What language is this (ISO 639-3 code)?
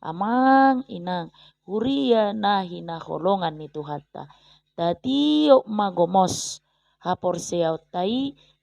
bbc